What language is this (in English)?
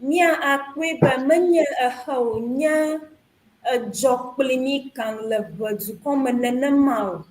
Ewe